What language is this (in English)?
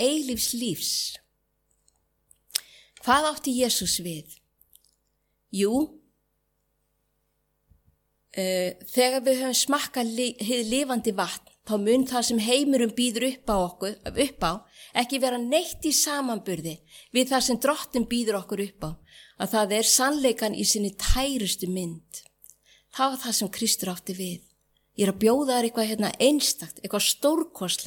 Icelandic